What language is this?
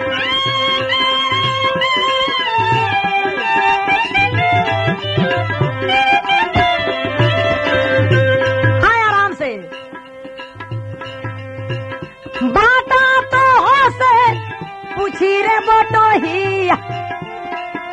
Bhojpuri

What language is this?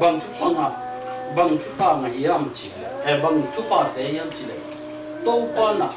Tedim Chin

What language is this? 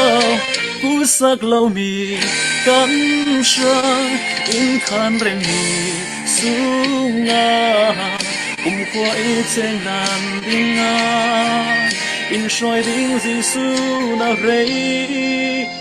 Falam Chin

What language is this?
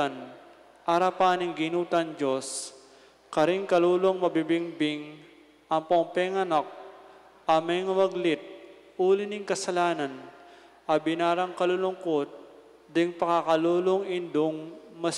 Pampanga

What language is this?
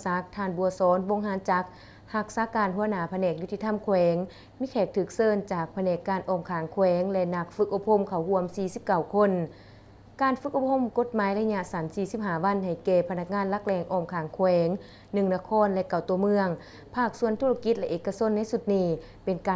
Lao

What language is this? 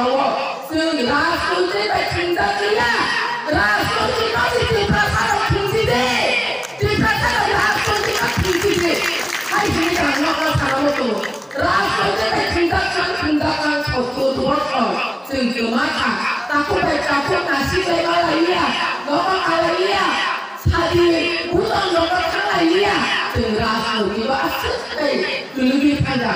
Kok Borok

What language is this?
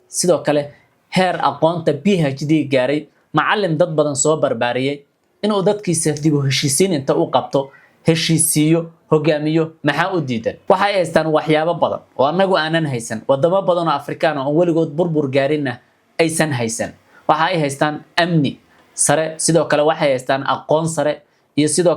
Somali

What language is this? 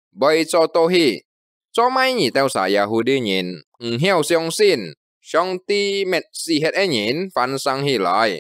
Hakka Chinese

